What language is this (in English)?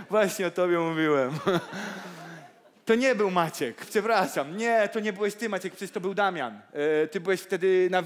Polish